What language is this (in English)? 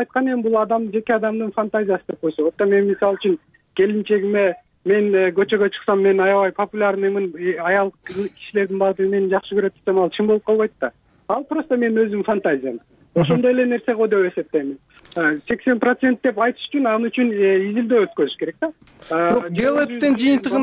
Kyrgyz